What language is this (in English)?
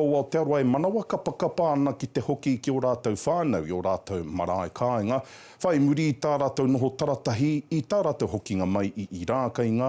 Māori